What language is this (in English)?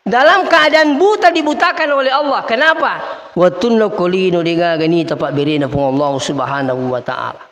Buginese